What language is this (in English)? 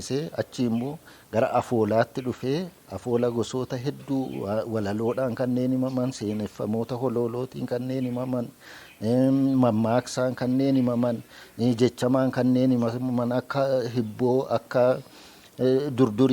Oromo